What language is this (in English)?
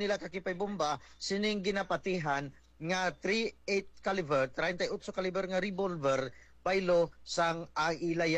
Hiligaynon